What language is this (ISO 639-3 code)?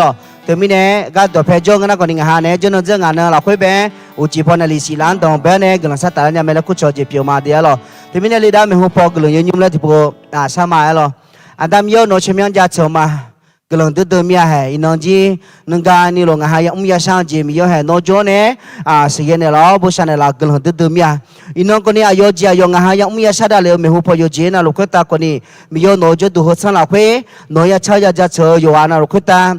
ahk